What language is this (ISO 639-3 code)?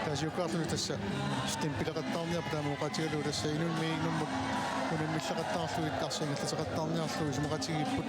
kal